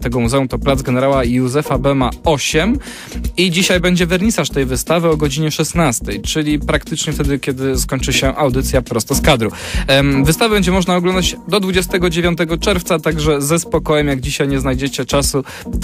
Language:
Polish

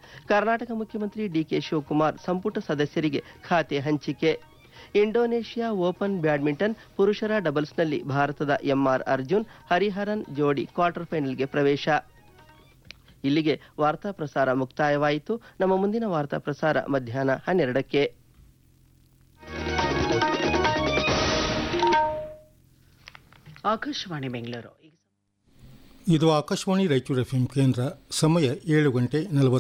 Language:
Kannada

